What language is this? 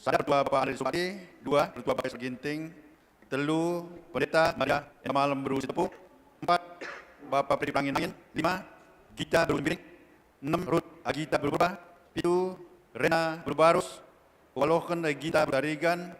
Batak Karo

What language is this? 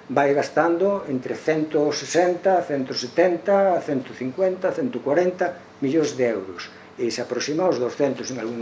Galician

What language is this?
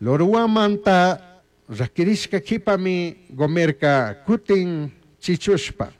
Chimborazo Highland Quichua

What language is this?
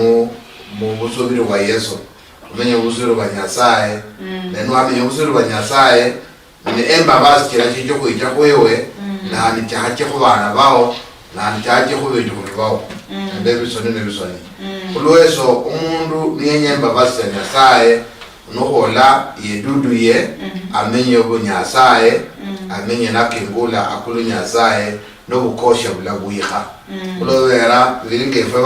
Luyia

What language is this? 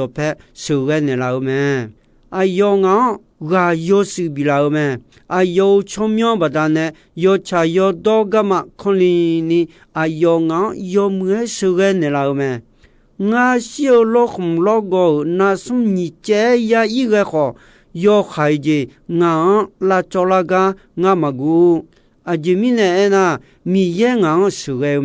Akha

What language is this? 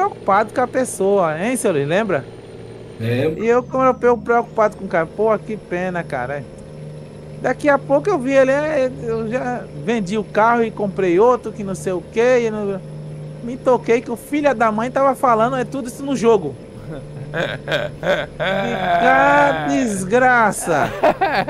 Portuguese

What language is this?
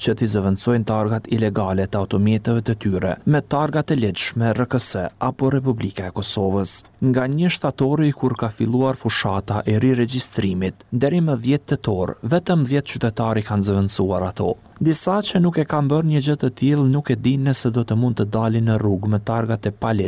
Albanian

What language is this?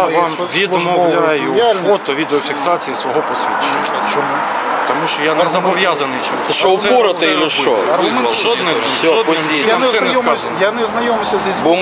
Ukrainian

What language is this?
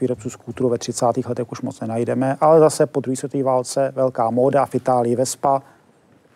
Czech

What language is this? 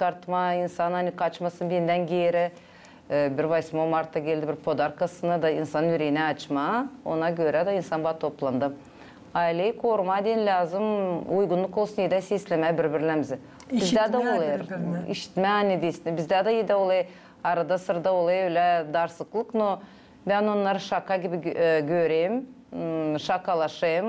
Gagauz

